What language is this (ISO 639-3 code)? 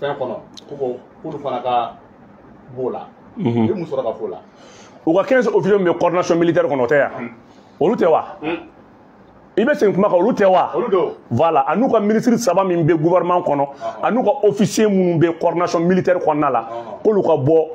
bam